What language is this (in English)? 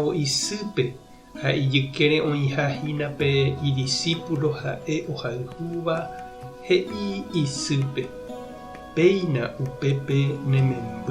Guarani